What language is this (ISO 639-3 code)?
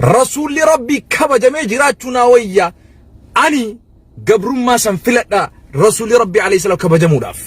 orm